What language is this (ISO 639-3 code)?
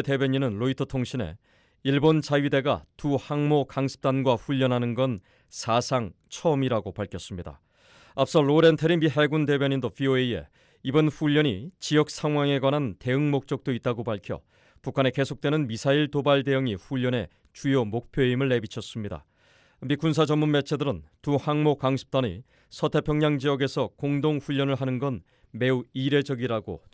kor